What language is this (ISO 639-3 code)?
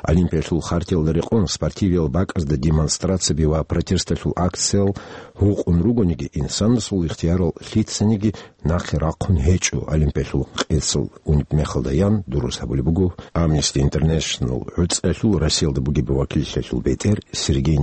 ava